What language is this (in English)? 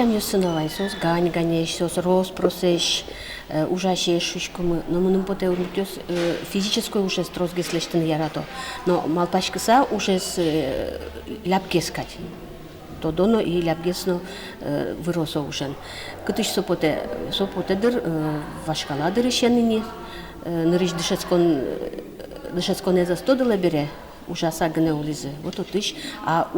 Udmurt